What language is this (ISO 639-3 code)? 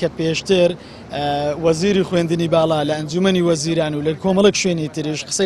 ckb